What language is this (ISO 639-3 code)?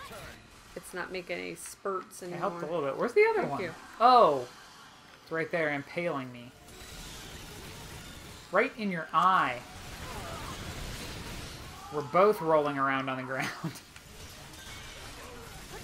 eng